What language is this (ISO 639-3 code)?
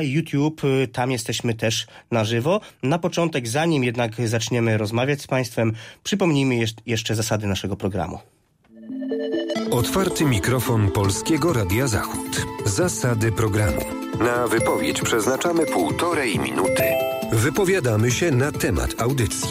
pol